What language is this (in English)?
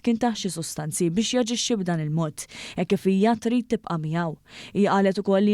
Maltese